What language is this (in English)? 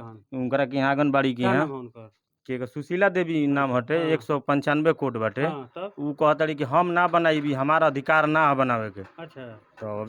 Bhojpuri